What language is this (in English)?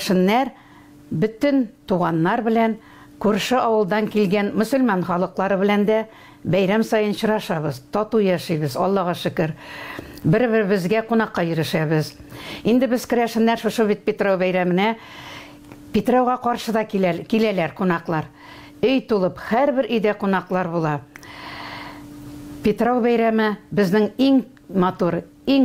Tatar